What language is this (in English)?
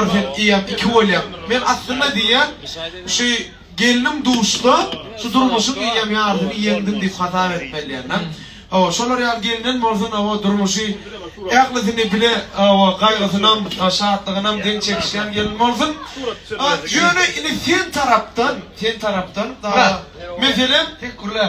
Turkmen